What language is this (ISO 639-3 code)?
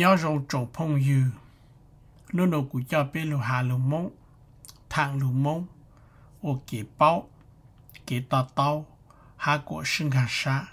hmn